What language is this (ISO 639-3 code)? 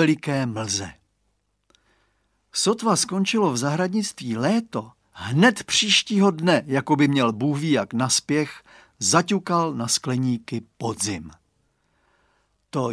ces